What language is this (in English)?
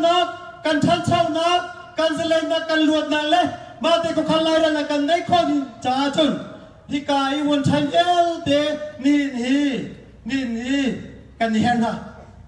Hakha Chin